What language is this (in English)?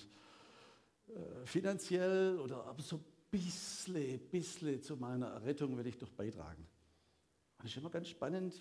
German